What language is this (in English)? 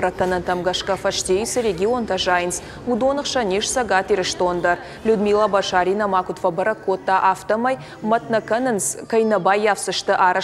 Ossetic